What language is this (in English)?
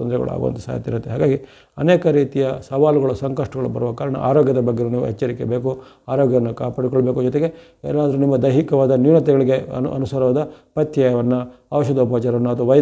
Kannada